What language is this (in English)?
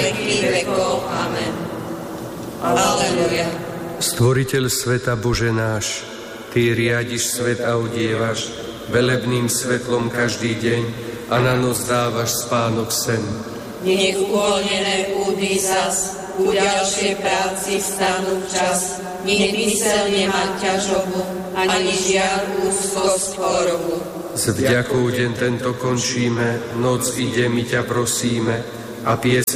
Slovak